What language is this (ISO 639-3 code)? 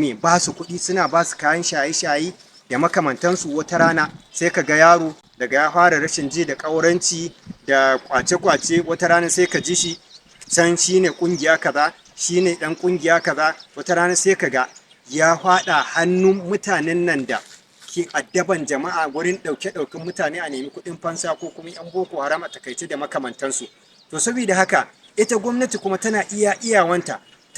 hau